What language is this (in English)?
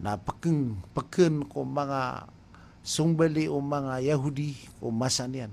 Maranao